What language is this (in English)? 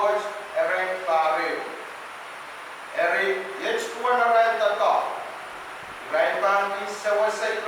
Pohnpeian